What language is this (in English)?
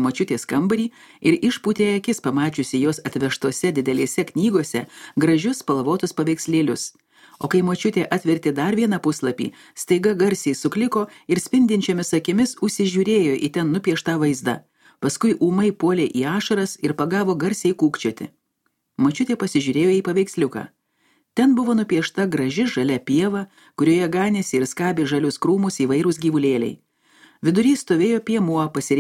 Lithuanian